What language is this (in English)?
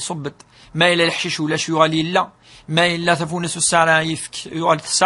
Kabyle